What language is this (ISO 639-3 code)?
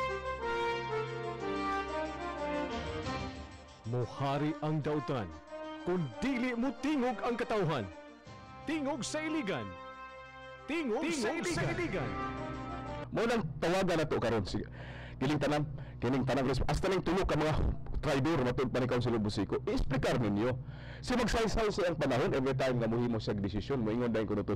ceb